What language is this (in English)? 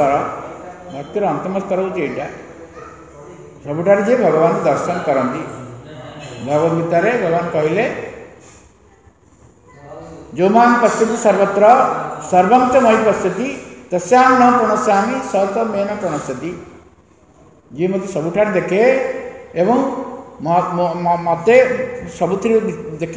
Odia